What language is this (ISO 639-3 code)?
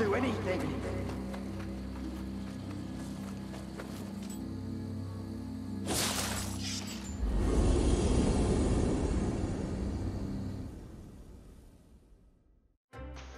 nor